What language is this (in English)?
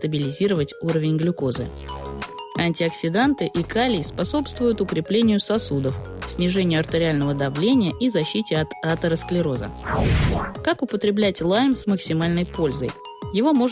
Russian